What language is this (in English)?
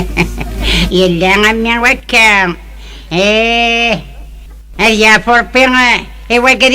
Kabyle